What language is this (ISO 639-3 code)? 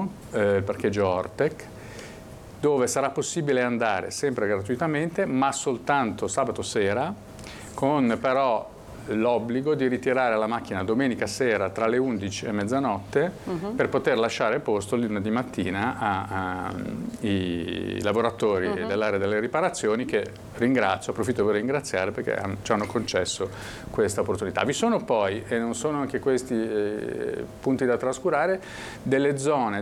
ita